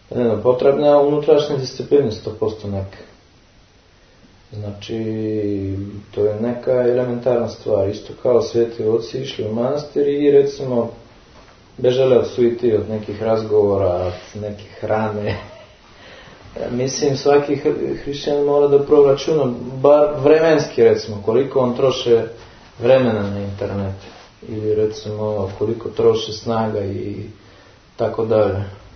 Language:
Serbian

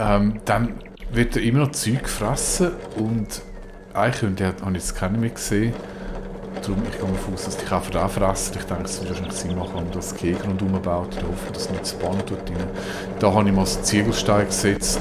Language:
Swiss German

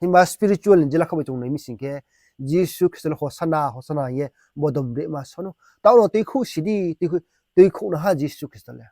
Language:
Riang (India)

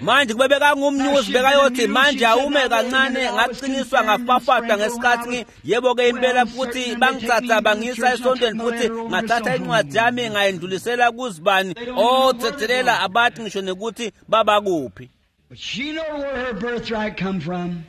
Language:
Swati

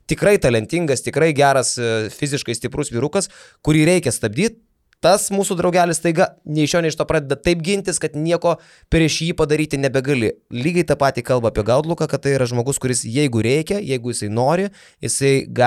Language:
Lithuanian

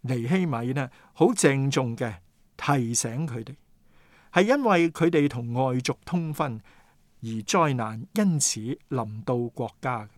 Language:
Cantonese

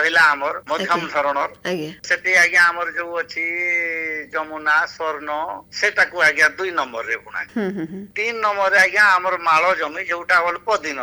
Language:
Odia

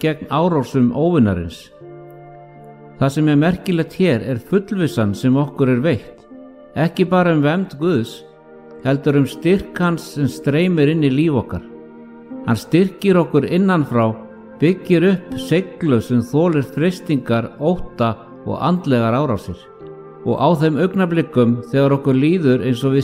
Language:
Icelandic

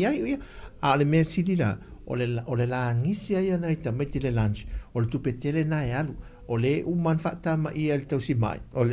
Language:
Samoan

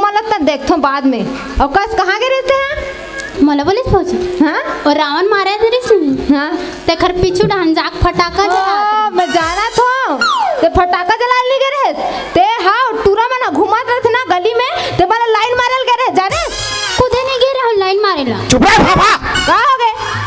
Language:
Chhattisgarhi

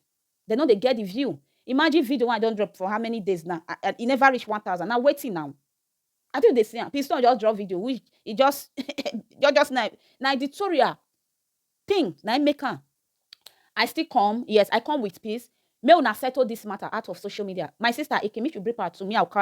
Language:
Nigerian Pidgin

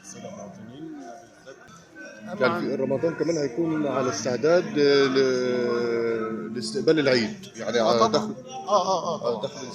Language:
Egyptian Arabic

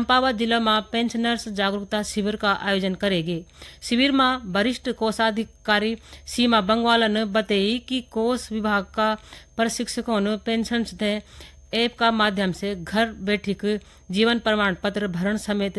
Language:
Garhwali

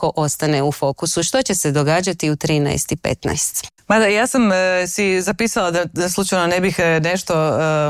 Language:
Croatian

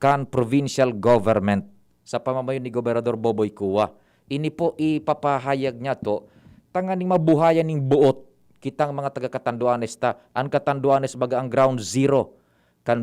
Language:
Bikol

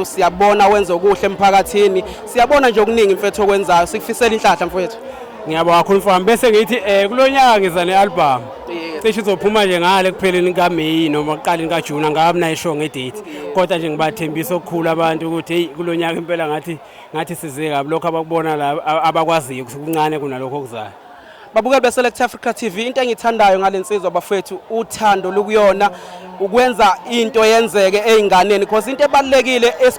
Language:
Zulu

